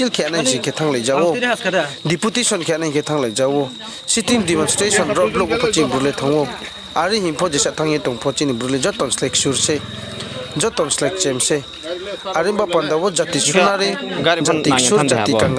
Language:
Riang (India)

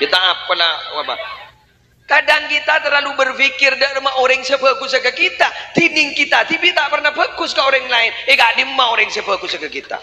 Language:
Madurese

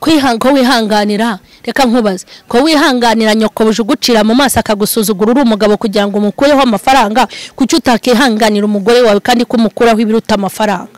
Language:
Kinyarwanda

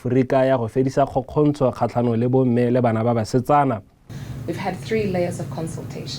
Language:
Tswana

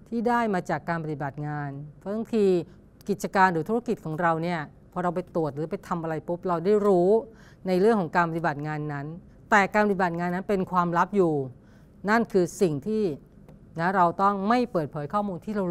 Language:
Thai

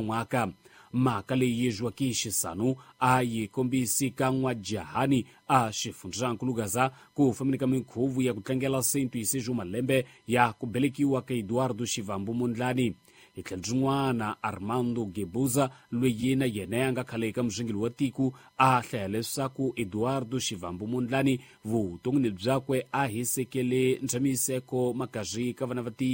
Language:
Tsonga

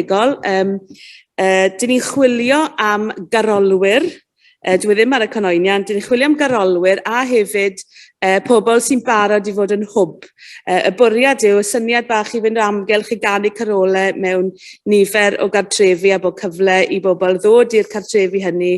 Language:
Welsh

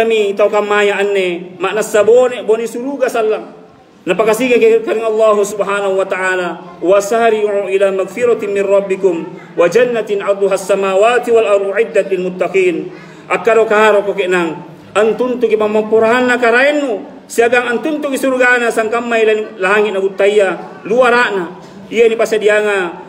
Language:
Makasar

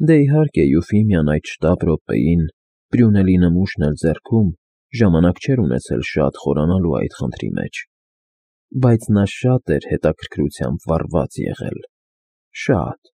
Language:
Armenian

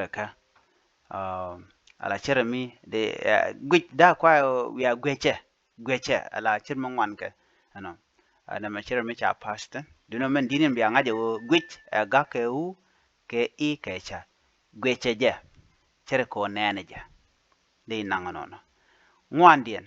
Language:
Nuer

